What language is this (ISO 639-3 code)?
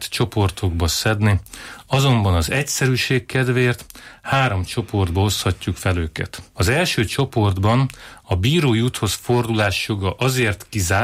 hun